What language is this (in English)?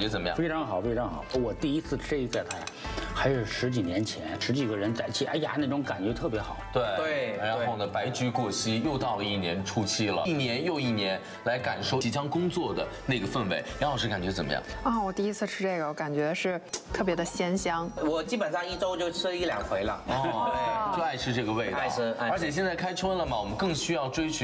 Chinese